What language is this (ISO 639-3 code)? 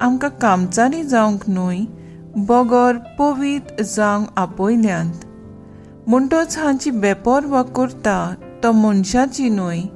kok